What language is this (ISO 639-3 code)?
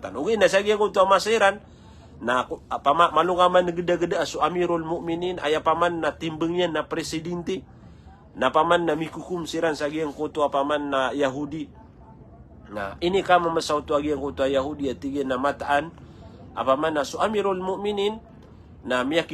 mrw